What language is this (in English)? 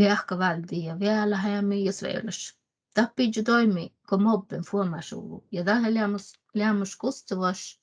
Northern Sami